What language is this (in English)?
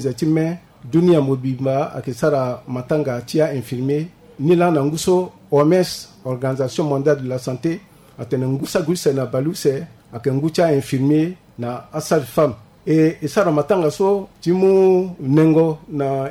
Sango